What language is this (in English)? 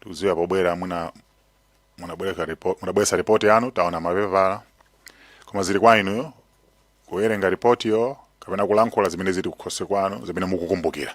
Nyanja